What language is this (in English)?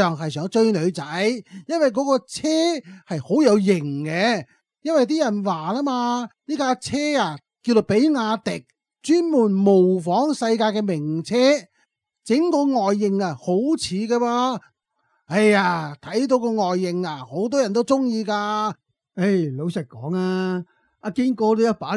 Cantonese